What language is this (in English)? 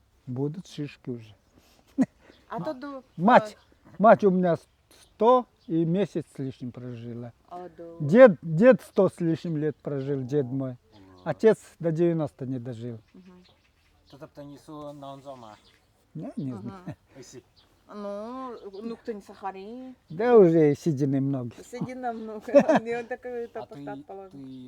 Nanai